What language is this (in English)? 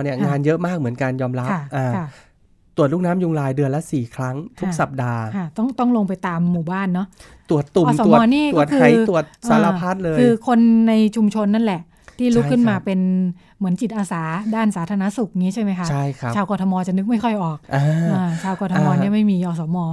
Thai